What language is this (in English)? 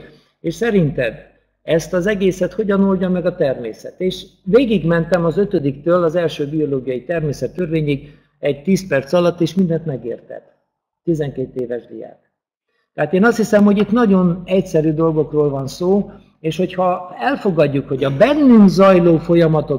Hungarian